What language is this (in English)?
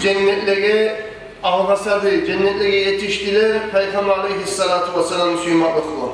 Kumyk